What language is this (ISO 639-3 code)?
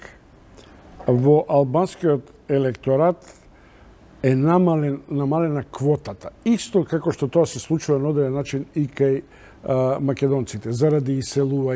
mkd